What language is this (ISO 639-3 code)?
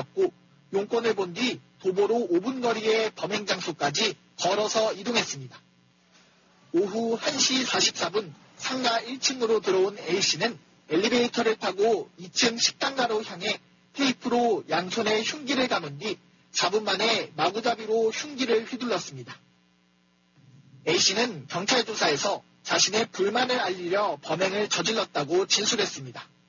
kor